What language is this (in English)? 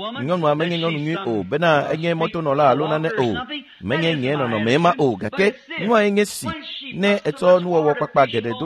Ewe